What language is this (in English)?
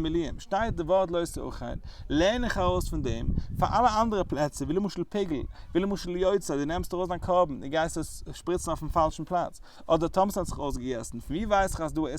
Yiddish